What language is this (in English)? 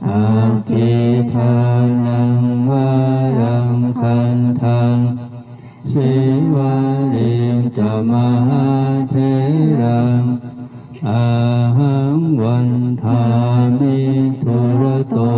Pali